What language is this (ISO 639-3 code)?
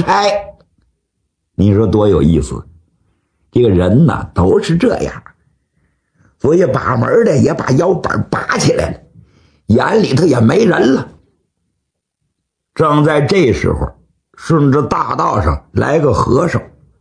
zho